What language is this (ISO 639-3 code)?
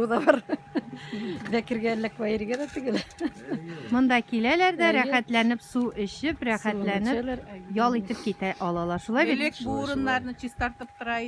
tat